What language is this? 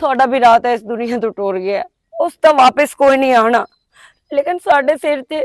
Western Panjabi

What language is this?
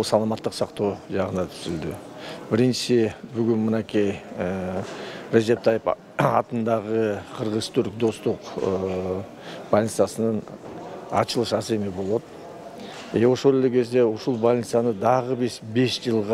Kyrgyz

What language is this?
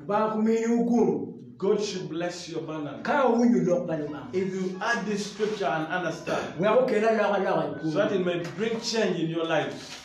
Acoli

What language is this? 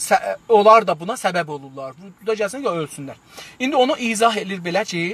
South Azerbaijani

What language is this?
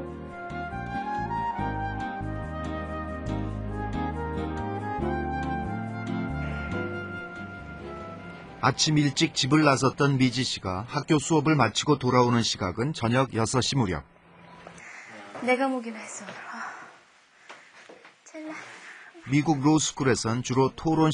Korean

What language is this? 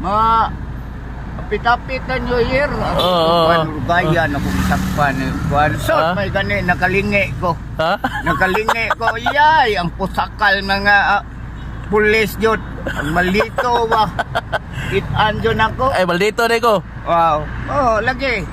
Cebuano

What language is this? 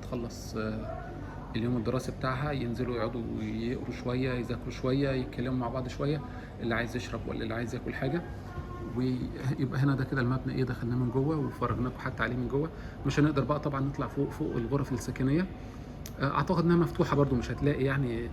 Egyptian Arabic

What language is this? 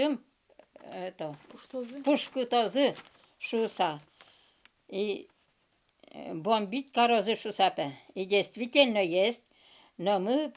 Udmurt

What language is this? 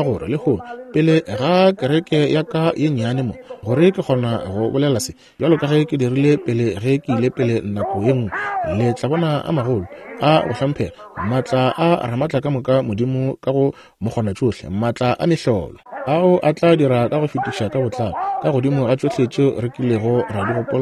Northern Sotho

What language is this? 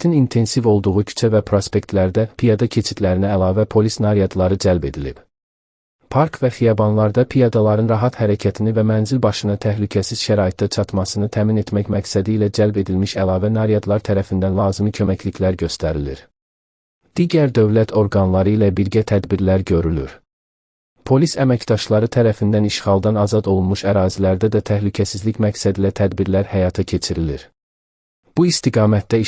Azerbaijani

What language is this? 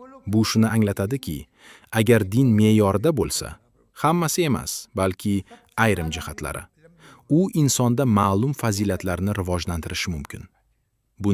Uzbek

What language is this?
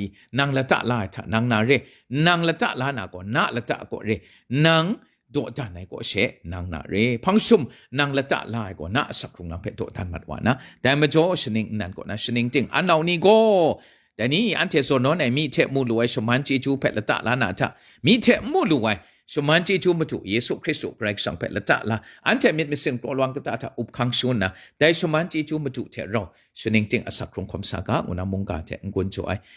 Kachin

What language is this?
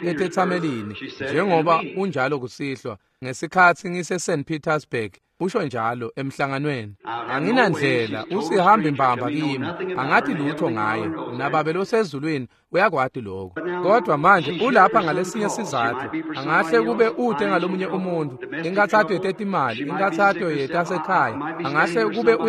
Swati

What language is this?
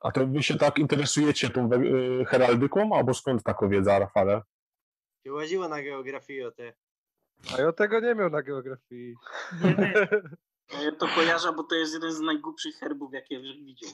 Silesian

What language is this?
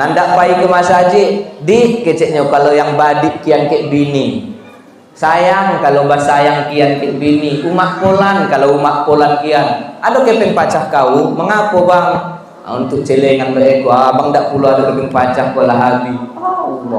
Minangkabau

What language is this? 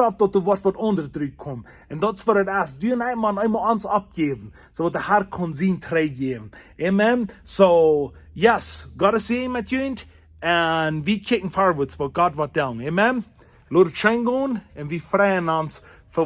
Plautdietsch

